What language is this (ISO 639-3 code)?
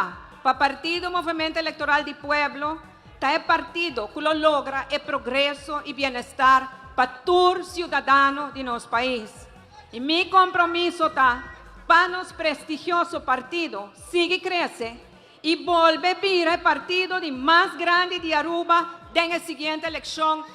pap